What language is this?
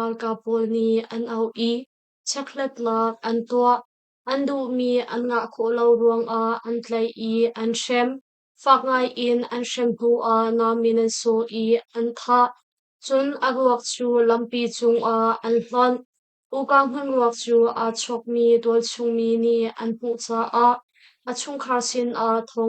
Hakha Chin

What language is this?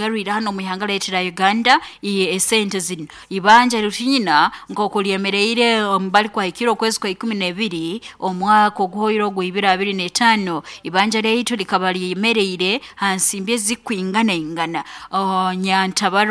Nyoro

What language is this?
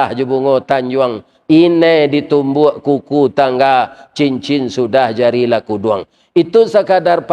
Minangkabau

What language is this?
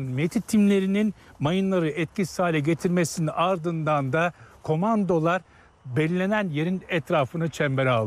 Turkish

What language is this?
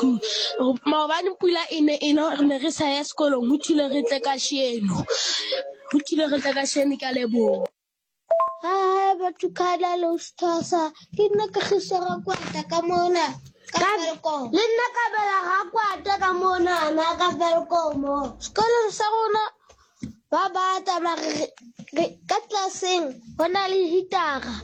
Southern Sotho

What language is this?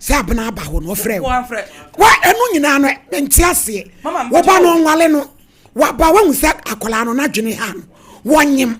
Akan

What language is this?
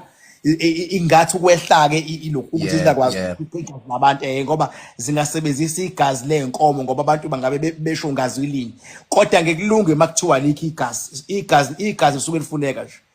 Zulu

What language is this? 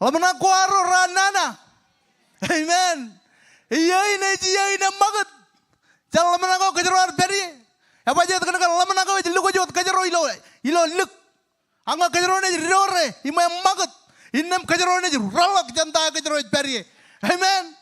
Marshallese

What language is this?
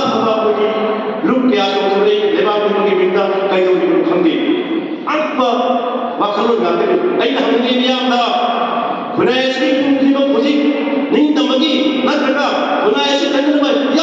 Manipuri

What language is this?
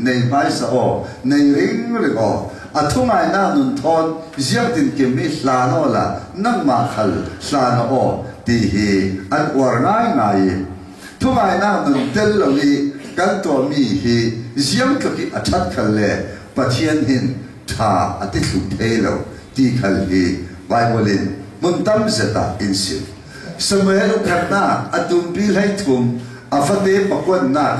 Falam Chin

